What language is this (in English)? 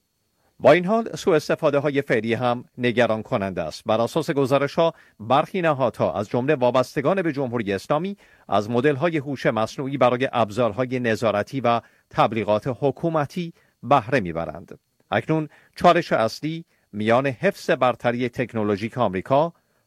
Persian